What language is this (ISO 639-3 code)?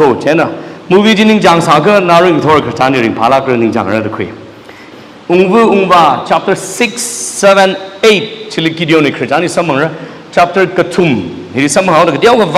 nmf